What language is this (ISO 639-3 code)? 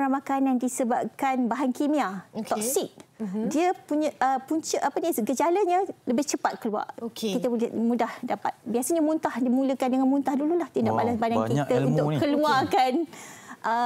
msa